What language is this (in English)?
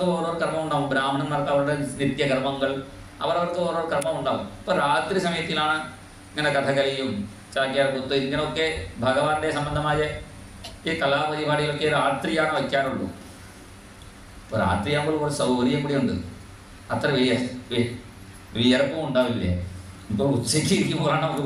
Malayalam